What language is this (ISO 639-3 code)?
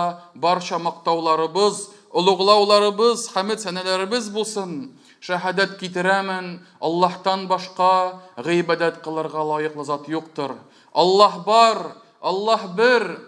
tat